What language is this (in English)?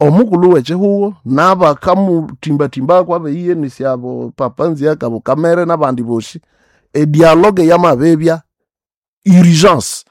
Nande